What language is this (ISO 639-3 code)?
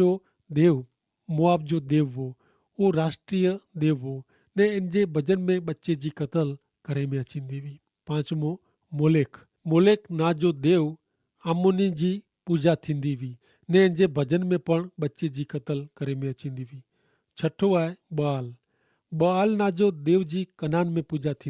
kfr